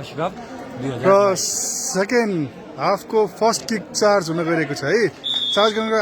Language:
Nepali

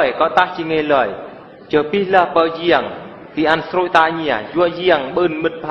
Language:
Eastern Bru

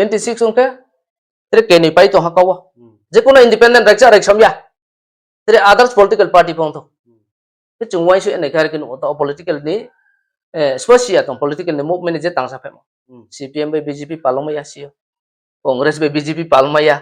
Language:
Riang (India)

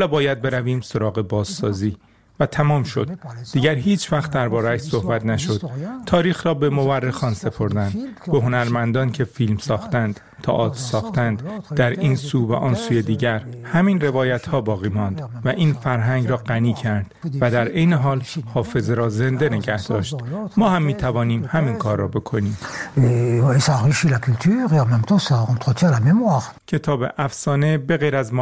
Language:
Persian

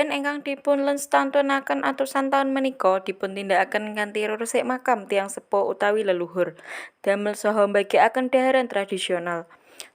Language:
Javanese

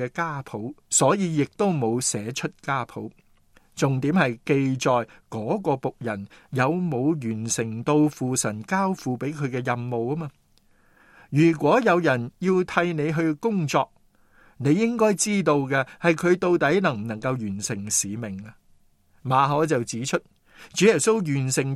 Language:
Cantonese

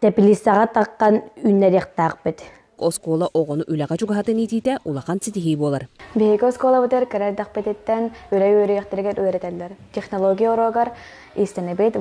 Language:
Yakut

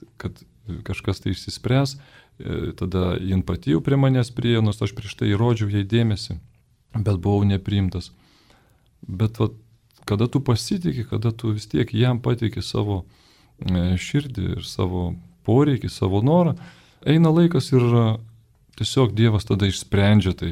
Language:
Lithuanian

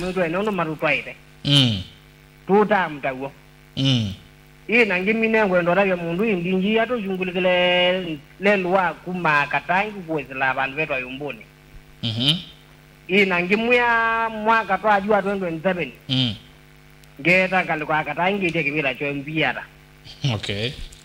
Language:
Kamba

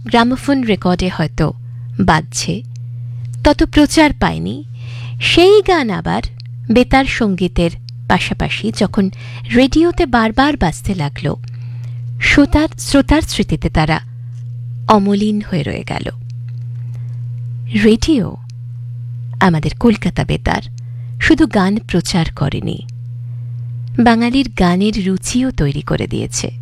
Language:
Bangla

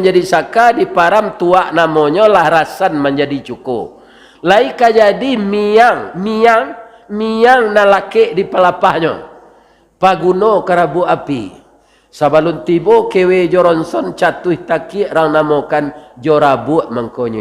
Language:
Minangkabau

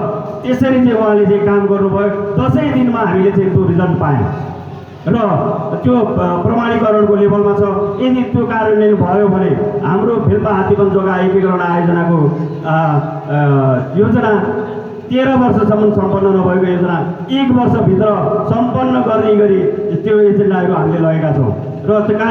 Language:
Nepali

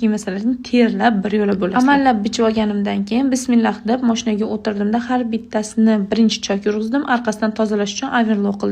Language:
Uzbek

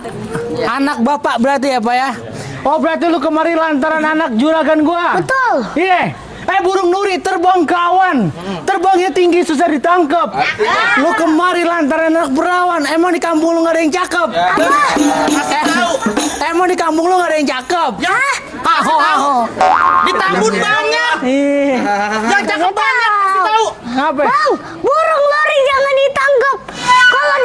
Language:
Betawi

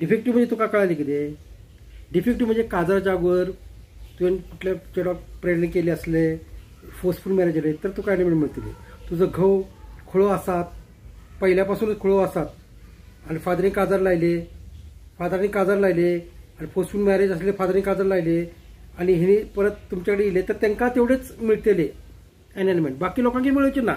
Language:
Konkani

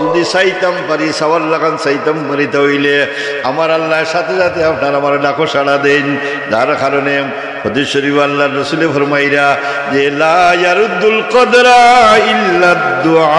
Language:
Sylheti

